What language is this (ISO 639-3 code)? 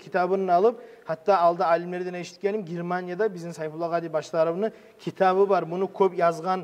kum